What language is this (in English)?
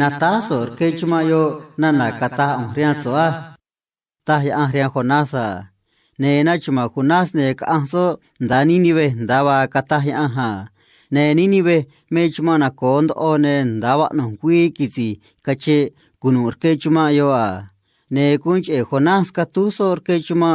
Copala Triqui